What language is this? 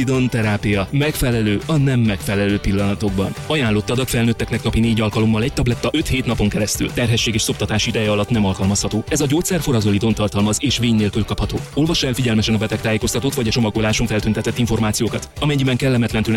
Hungarian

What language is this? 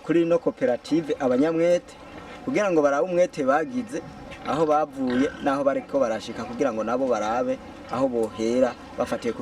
Rundi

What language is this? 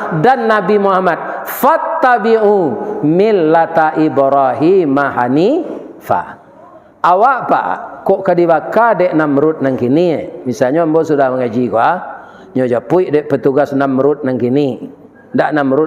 Minangkabau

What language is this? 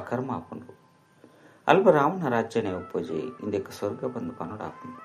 Tulu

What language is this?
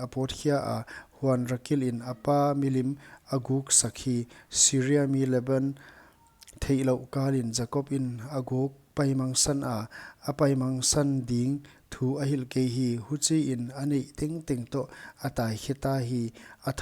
Paite Chin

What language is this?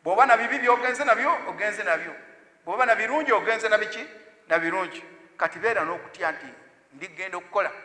Ganda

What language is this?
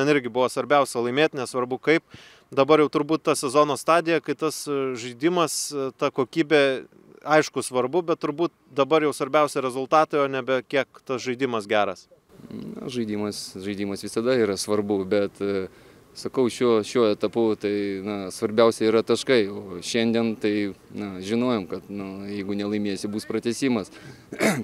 Lithuanian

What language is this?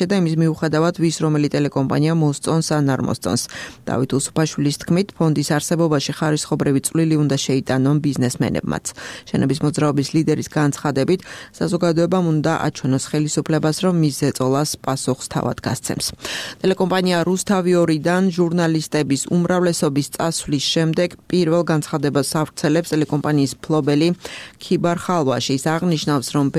Georgian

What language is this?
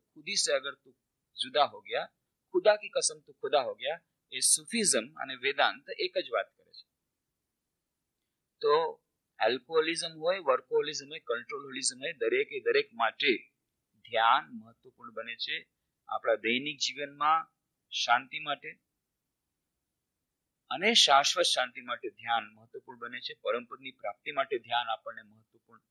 Gujarati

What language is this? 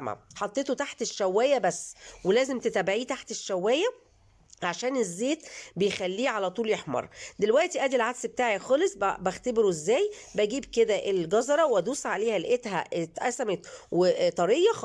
Egyptian Arabic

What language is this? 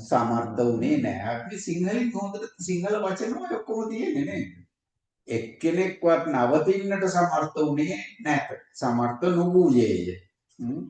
Sinhala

